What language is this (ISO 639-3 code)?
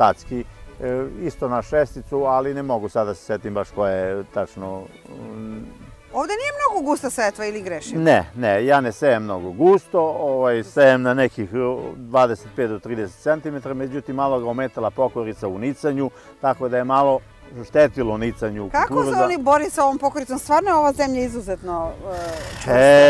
srp